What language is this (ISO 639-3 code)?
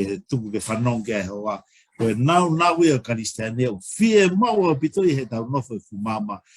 ton